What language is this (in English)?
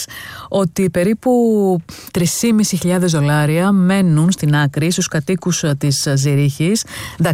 Greek